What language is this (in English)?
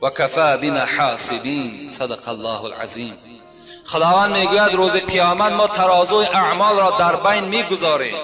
Tajik